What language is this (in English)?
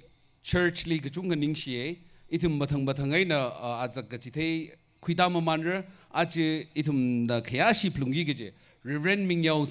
Tangkhul Naga (India)